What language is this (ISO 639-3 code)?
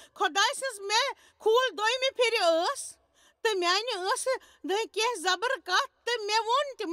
kas